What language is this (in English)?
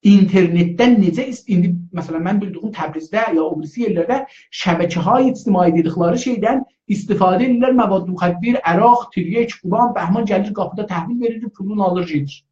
South Azerbaijani